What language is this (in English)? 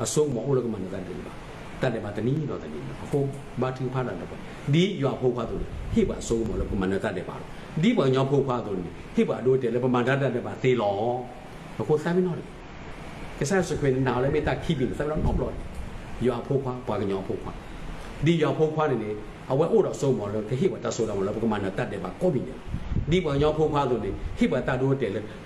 S'gaw Karen